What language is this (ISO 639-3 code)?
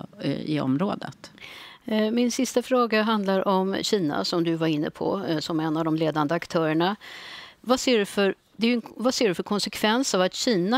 swe